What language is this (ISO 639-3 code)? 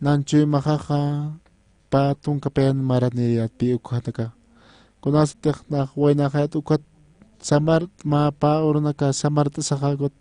aym